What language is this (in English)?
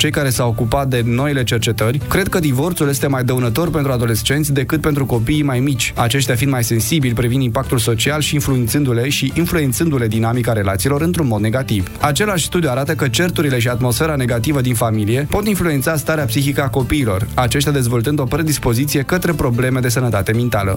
Romanian